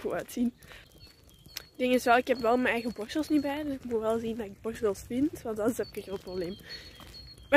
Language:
Dutch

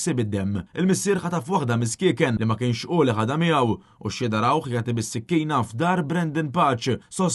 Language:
Maltese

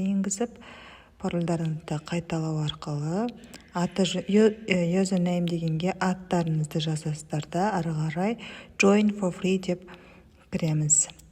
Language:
Kazakh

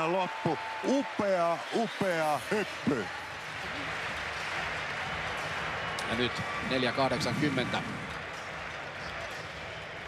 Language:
Finnish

